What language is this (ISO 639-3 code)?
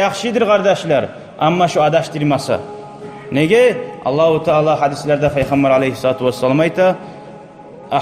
kum